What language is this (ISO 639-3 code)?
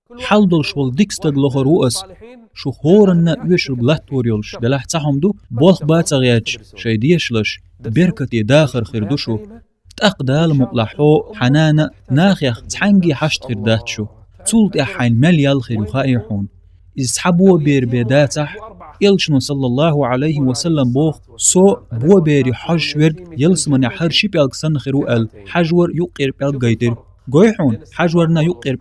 che